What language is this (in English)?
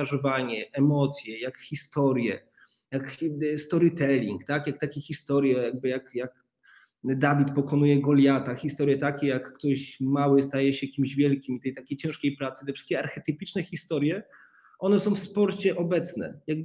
Polish